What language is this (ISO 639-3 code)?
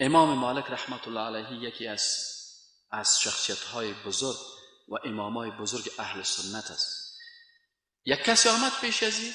fas